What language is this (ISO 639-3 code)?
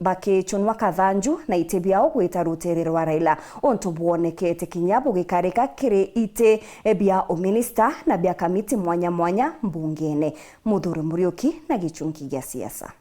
mer